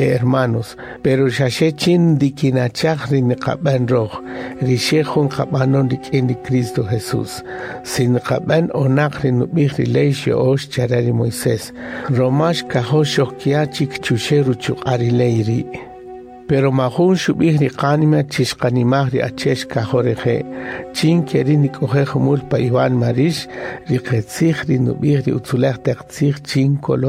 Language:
Kaqchikel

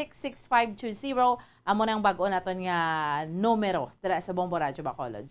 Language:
Hiligaynon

